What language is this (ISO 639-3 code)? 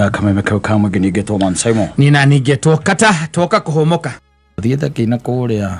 kik